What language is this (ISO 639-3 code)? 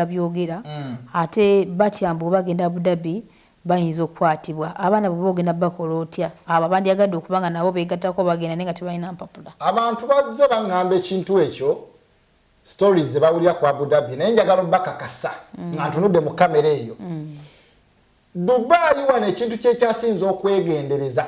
lug